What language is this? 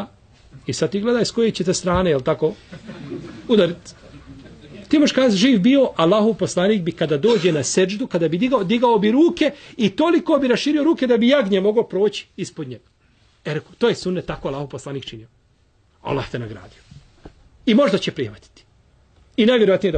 Bosnian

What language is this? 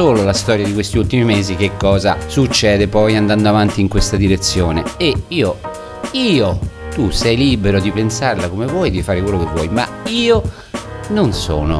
Italian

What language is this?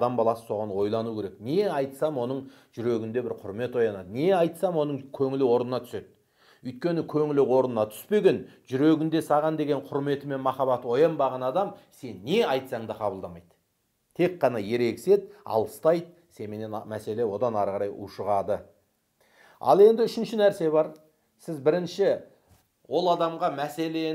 Kazakh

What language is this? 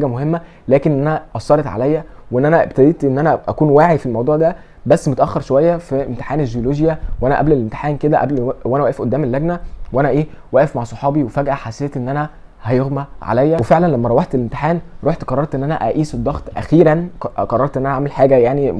Egyptian Arabic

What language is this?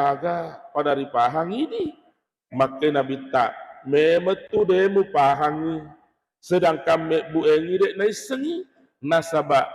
Buginese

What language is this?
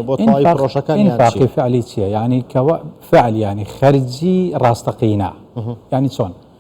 Central Kurdish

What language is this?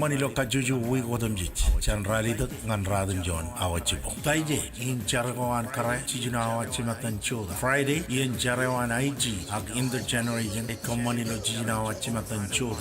Marshallese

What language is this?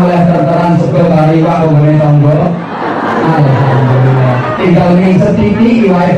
Javanese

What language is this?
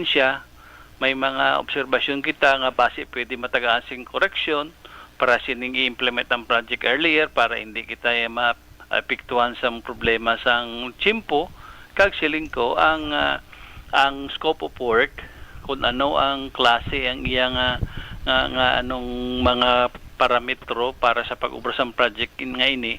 Hiligaynon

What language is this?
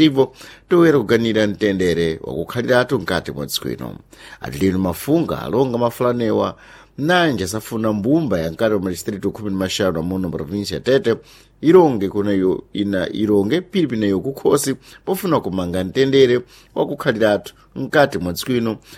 Sena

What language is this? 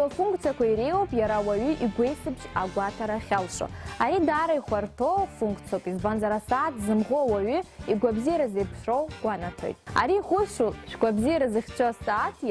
Abkhazian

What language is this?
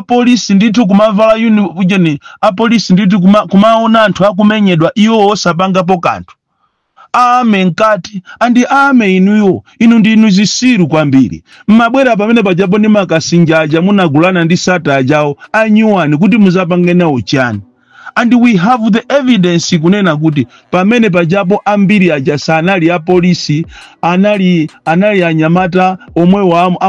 Nyanja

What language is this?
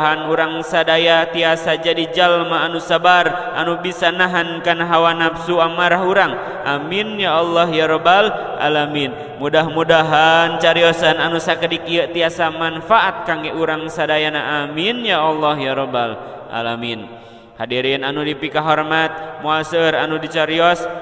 Sundanese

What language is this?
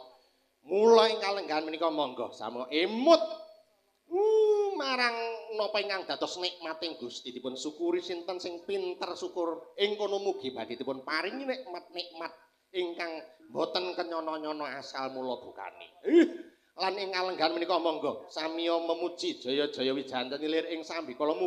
Javanese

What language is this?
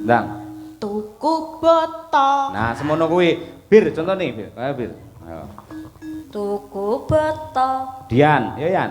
Javanese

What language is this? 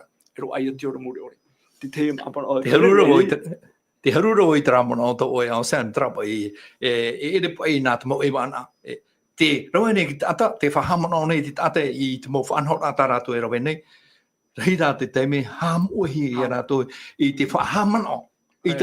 Tahitian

